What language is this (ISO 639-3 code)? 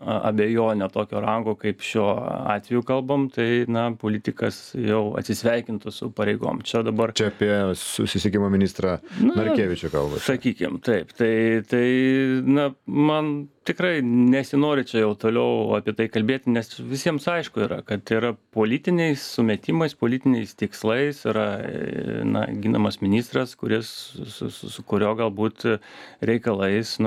lit